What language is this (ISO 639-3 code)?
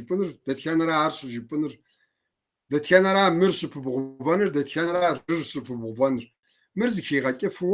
kbd